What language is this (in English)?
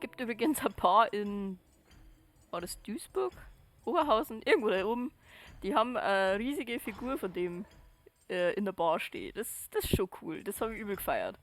Bavarian